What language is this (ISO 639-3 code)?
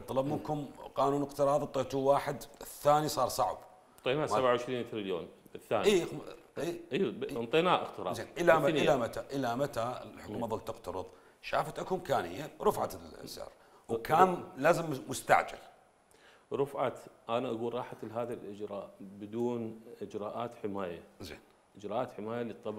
acm